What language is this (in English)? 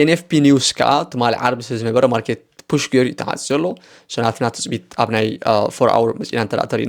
Tigrinya